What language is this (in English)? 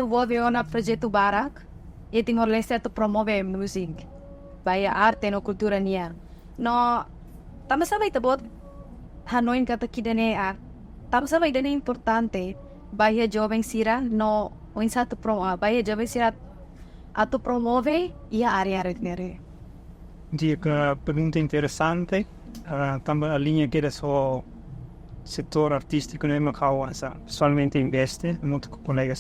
Tetum